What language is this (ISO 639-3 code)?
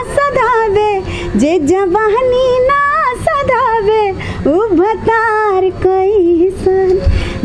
bho